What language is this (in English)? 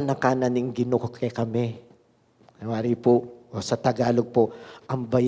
Pampanga